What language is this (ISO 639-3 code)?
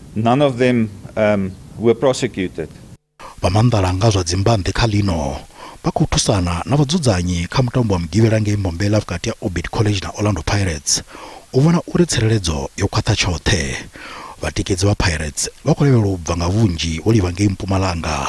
ven